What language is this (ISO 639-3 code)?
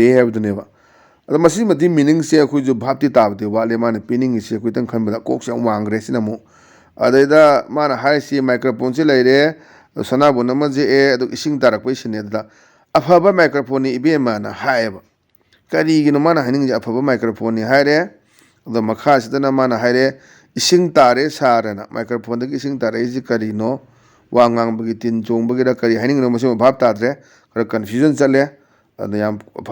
mni